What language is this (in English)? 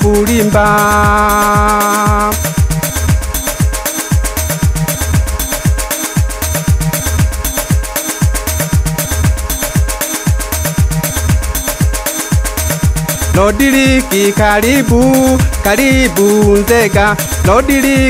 Swahili